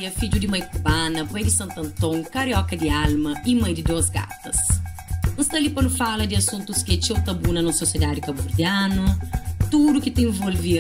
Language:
Kabuverdianu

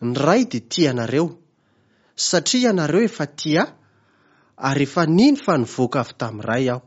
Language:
Malagasy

